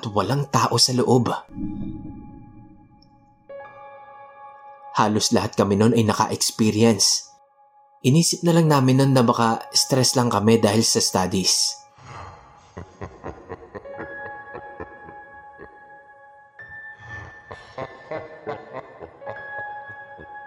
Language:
Filipino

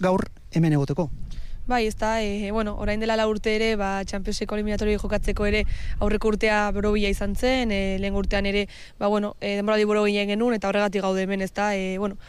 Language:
Basque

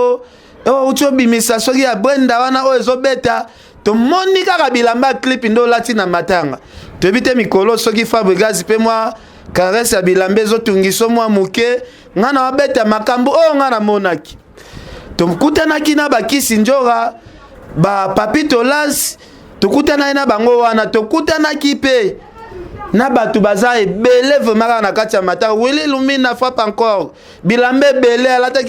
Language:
Lingala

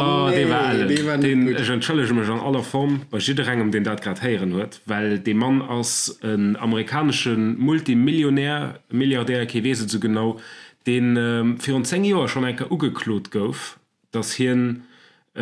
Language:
Luxembourgish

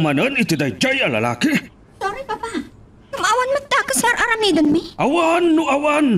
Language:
Iloko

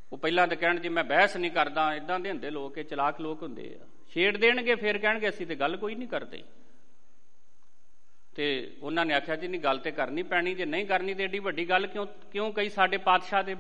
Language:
Punjabi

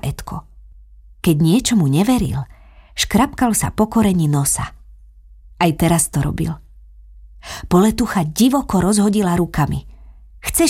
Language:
Slovak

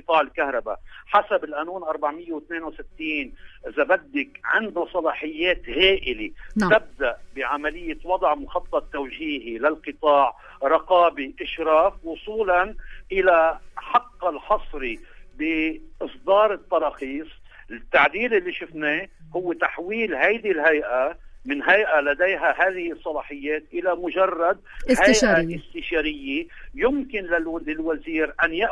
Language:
North Levantine Arabic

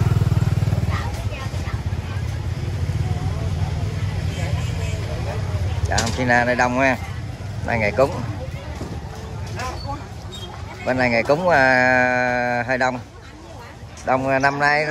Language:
Vietnamese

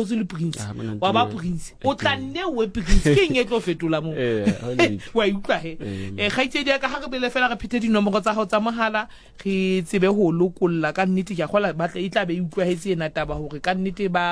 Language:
Southern Sotho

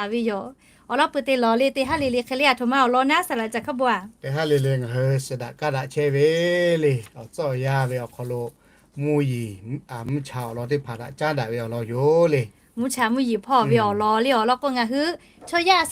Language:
Lahu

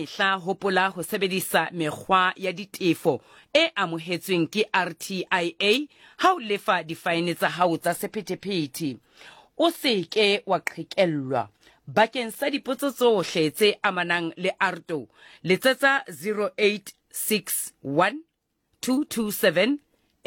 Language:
Southern Sotho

